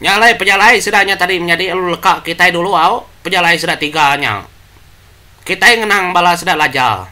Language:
Iban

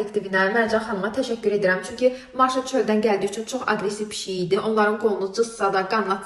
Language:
Azerbaijani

